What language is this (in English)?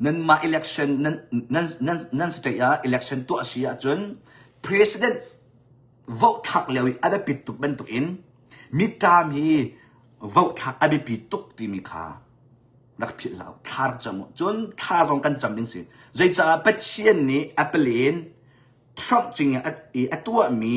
Hakha Chin